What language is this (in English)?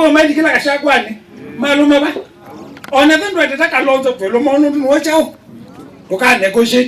Kamba